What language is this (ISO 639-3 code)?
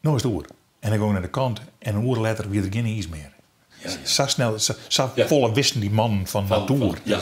fry